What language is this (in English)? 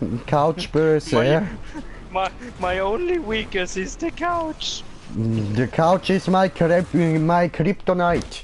Swiss German